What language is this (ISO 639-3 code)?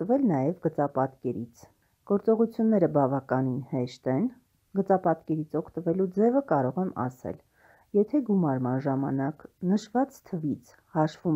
hye